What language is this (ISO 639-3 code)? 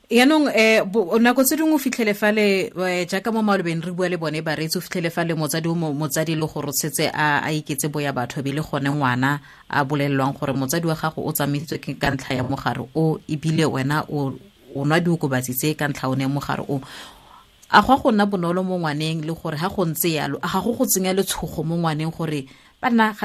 tsn